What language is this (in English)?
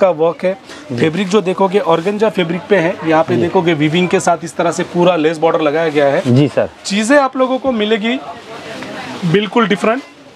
Hindi